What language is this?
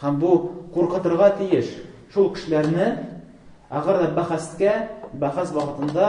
Tatar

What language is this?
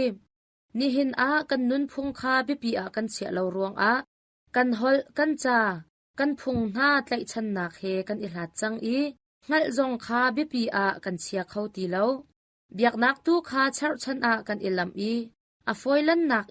Hakha Chin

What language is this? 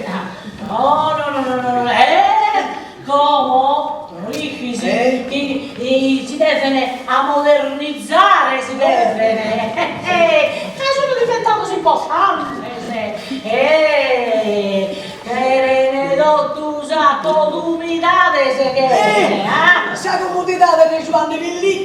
Sardinian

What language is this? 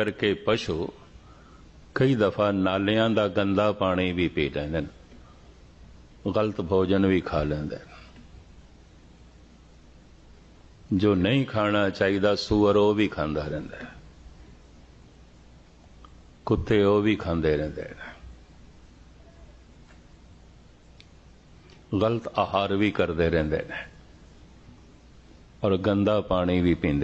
Punjabi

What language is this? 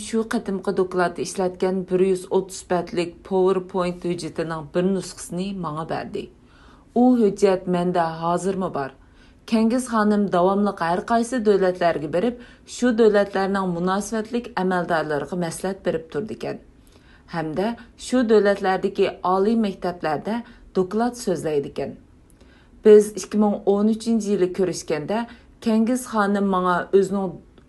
Uyghur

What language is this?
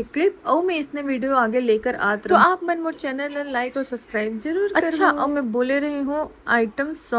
Chhattisgarhi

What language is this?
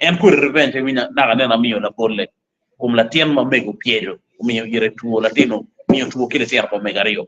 Acoli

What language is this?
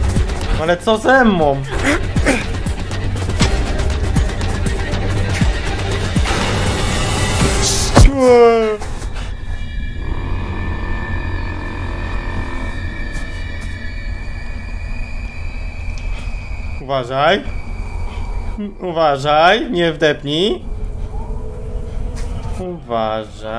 Polish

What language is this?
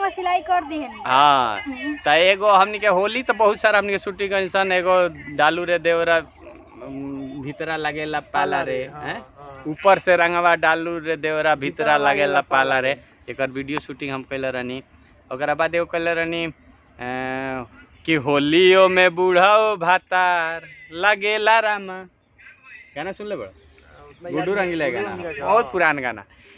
Bhojpuri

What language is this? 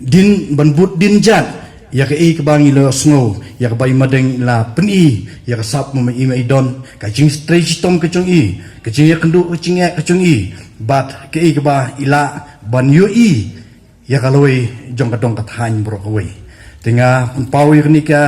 Khasi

